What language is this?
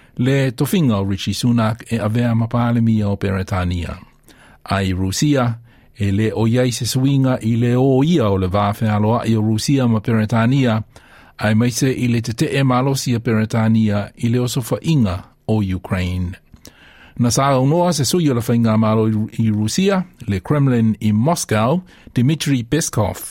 Samoan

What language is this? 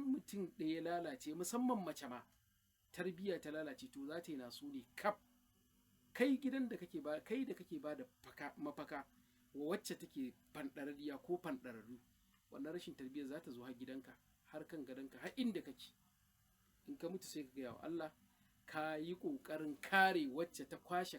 Hausa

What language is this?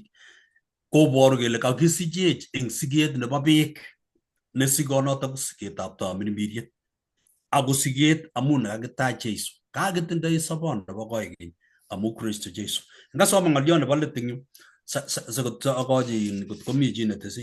Kalenjin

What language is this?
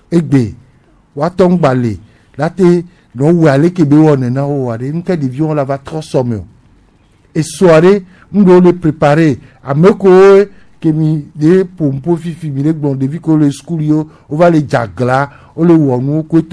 Gen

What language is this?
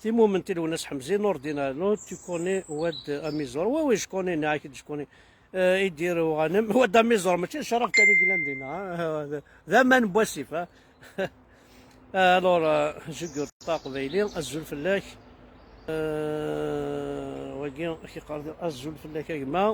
Kabyle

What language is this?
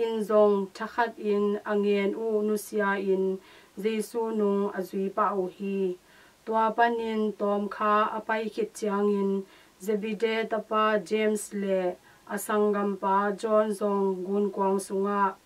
Tedim Chin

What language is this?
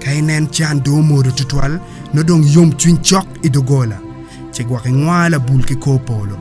Acoli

